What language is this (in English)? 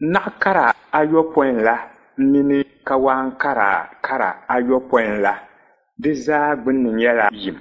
Dagbani